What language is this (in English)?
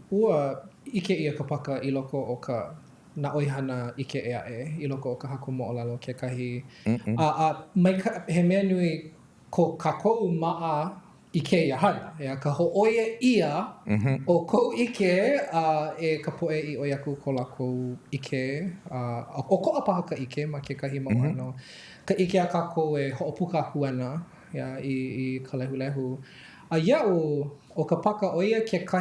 Hawaiian